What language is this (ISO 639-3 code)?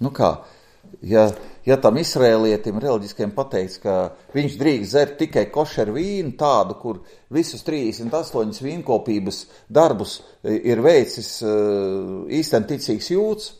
lav